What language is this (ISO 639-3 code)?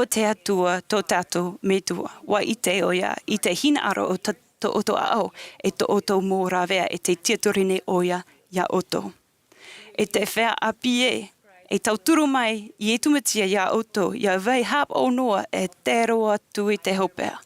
tah